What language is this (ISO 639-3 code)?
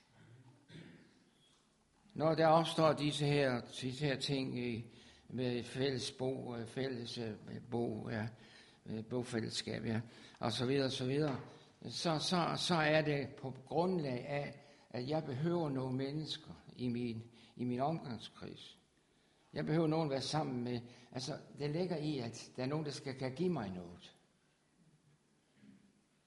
dan